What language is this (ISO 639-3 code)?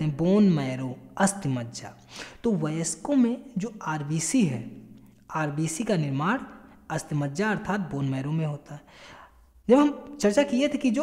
hin